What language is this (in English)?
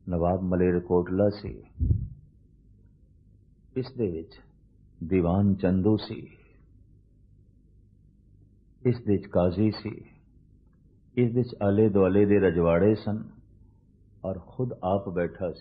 Punjabi